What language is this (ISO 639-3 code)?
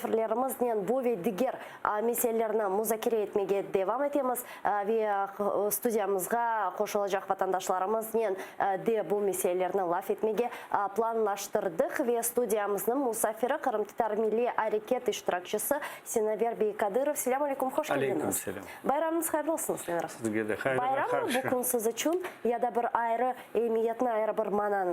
crh